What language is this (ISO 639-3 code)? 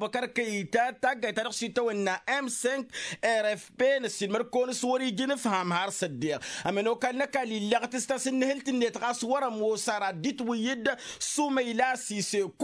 taq